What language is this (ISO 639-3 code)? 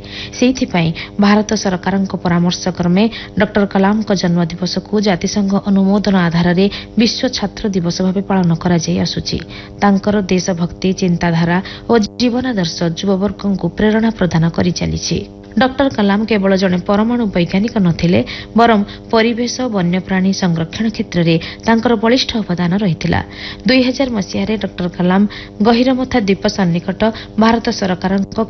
ori